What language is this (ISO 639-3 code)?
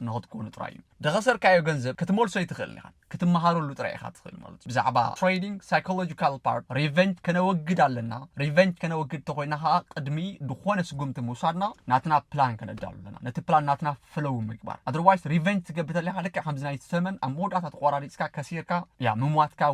tir